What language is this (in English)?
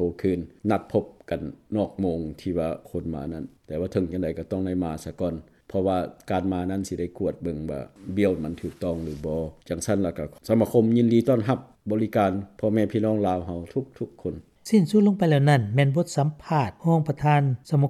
Lao